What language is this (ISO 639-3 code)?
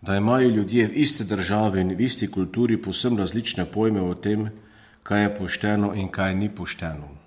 slv